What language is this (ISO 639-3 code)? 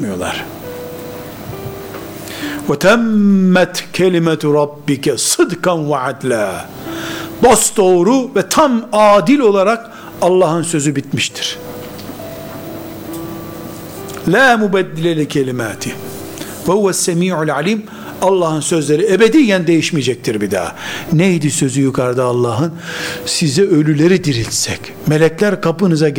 tur